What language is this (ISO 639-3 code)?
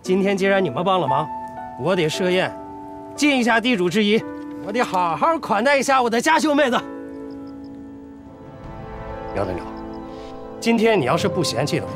zho